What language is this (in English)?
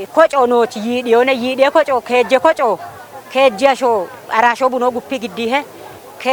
Kafa